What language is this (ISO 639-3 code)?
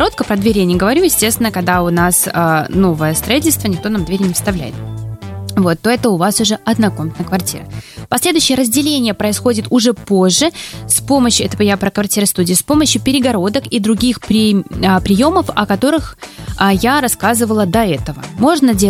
rus